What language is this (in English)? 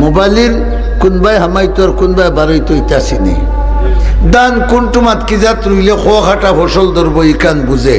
Sylheti